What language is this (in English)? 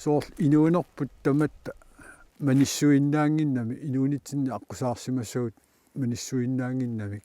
Kalaallisut